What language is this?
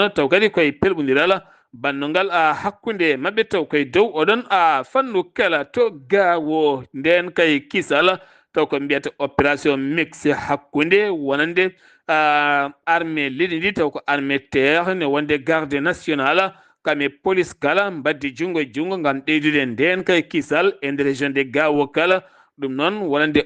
Fula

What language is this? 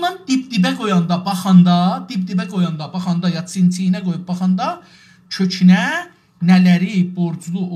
South Azerbaijani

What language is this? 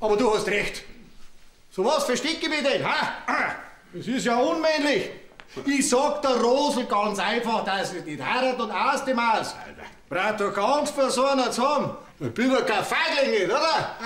Bavarian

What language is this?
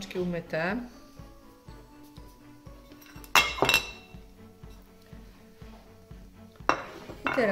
Polish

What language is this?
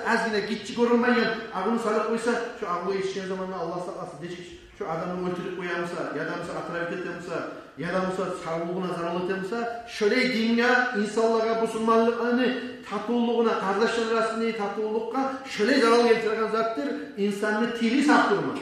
Kumyk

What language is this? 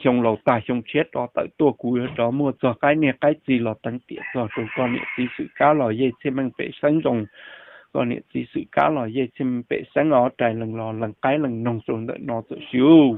Hmong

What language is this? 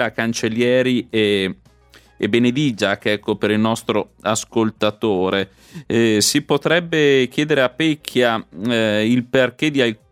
Italian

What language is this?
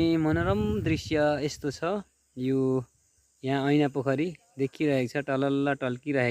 Nepali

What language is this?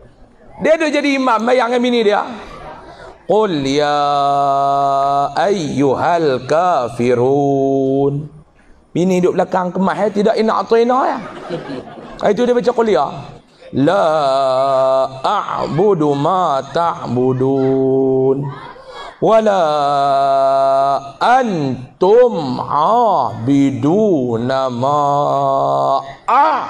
Malay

